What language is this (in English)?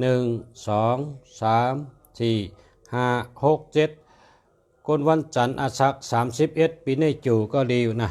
Shan